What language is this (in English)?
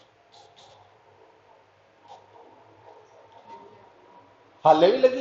Punjabi